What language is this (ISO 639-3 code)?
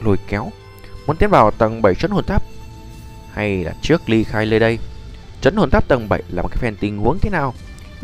vie